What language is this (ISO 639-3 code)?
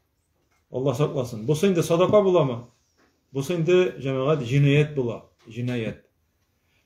tat